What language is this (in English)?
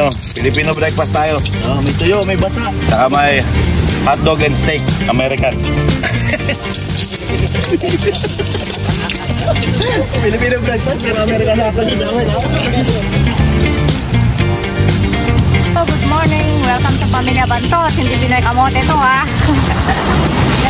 Filipino